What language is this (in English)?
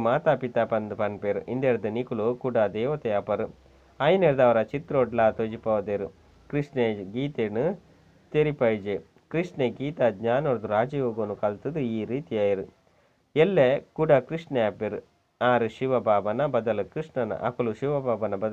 Tulu